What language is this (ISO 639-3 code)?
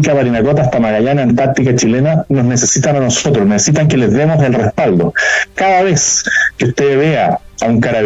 quy